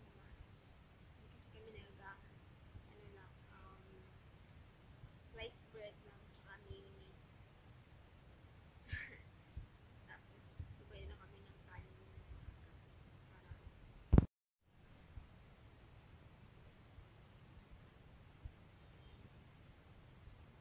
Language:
Filipino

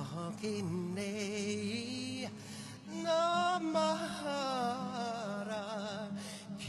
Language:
Māori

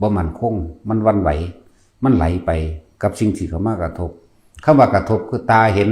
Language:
Lao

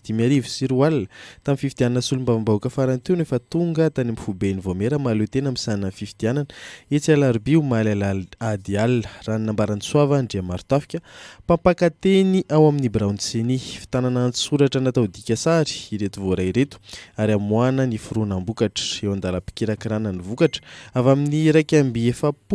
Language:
Malagasy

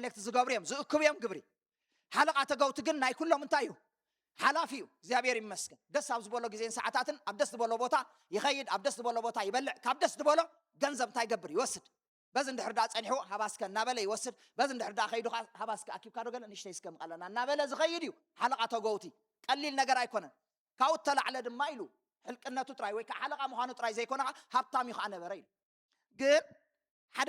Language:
Tigrinya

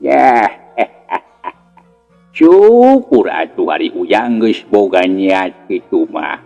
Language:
Sundanese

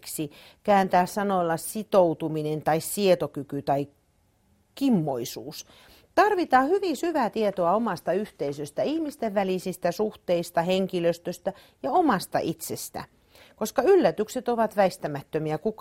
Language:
Finnish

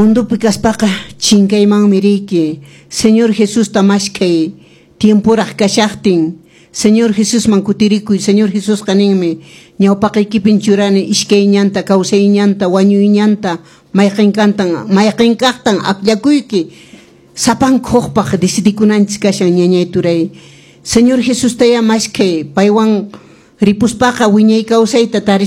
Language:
Quechua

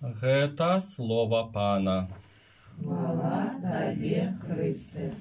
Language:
Belarusian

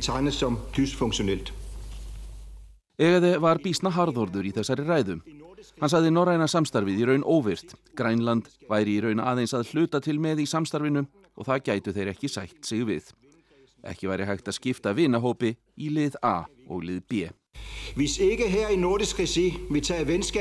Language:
Icelandic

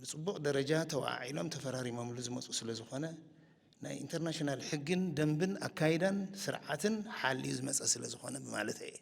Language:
Tigrinya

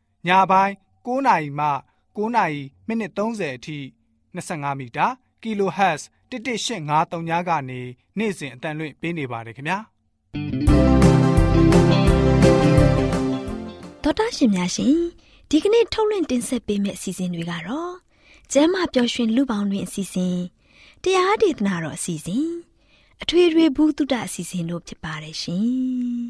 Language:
Burmese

